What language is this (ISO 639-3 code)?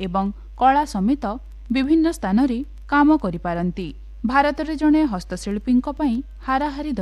ori